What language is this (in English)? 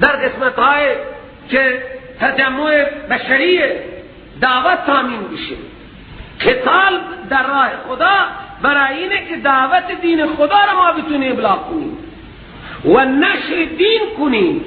Persian